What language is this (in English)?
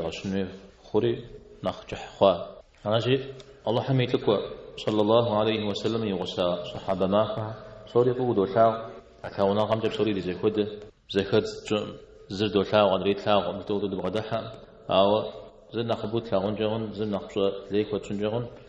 Kabardian